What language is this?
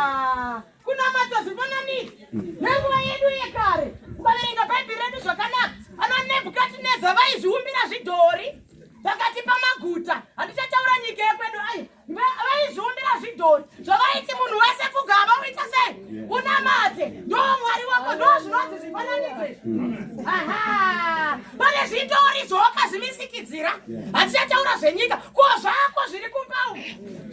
Shona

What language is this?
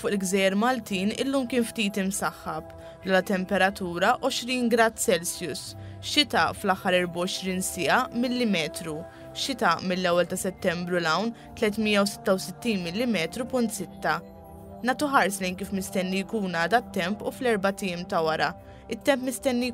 Maltese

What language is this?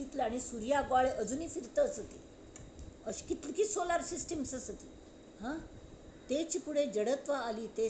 Konkani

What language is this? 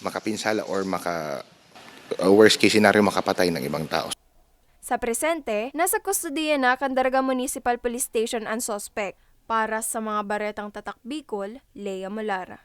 Bikol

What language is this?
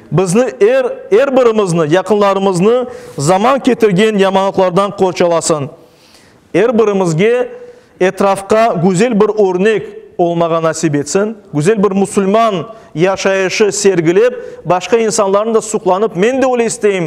Crimean Tatar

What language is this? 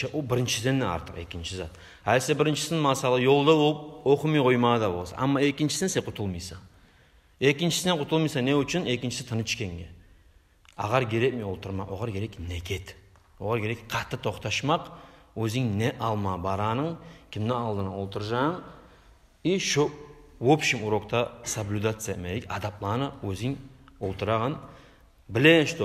Kumyk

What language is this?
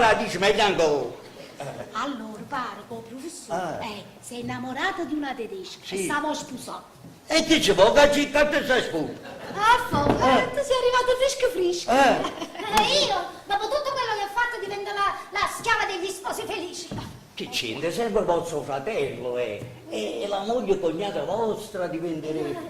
Neapolitan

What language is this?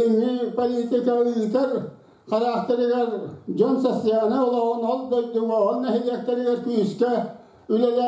Yakut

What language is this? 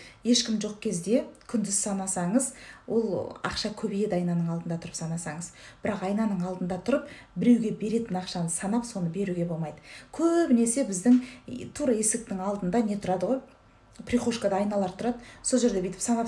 Kazakh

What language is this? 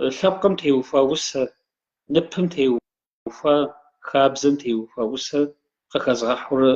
Kabardian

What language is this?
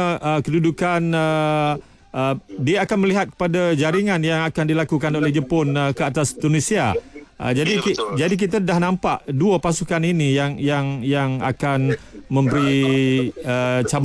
Malay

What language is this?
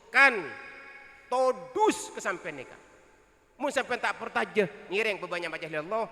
Madurese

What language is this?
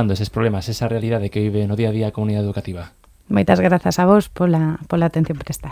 Galician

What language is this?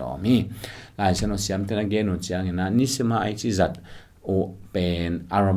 Tedim Chin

